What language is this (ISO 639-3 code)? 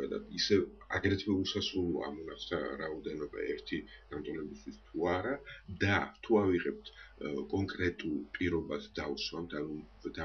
kat